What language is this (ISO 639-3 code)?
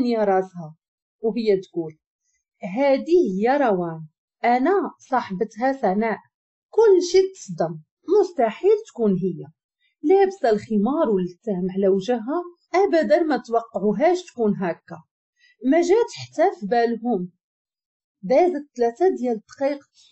ary